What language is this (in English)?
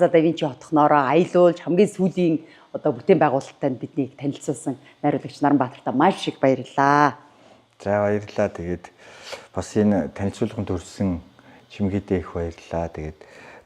Mongolian